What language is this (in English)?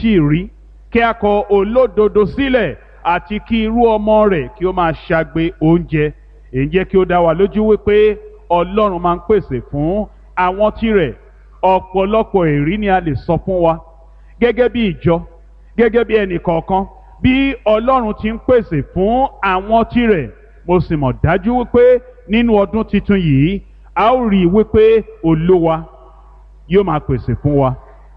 Yoruba